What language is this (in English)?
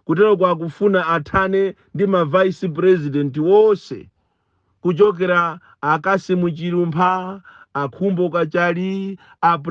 Nyanja